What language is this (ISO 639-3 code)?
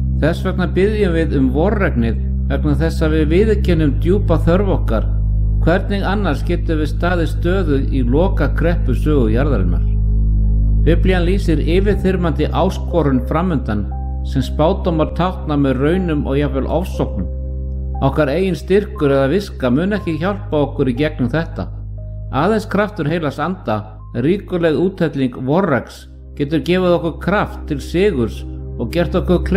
isl